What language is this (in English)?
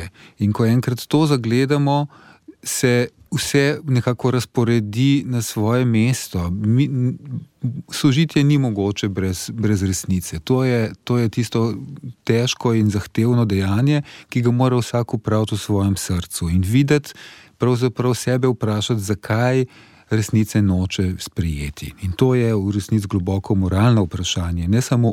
Slovenian